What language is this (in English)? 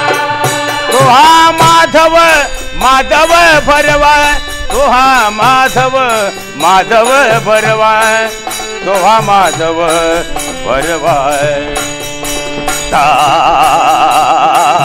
Marathi